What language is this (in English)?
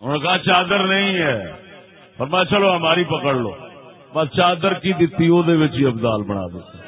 Saraiki